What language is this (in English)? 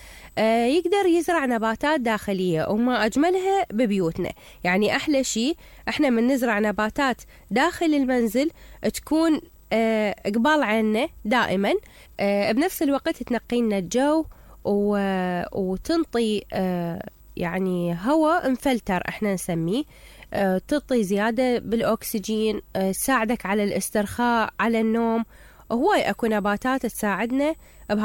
Mesopotamian Arabic